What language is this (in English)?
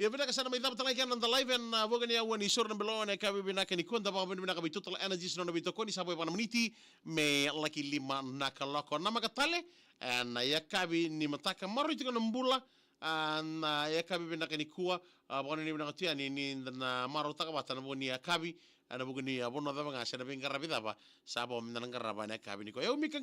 Fijian